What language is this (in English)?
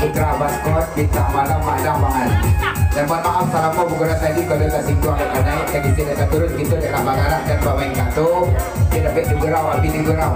Minangkabau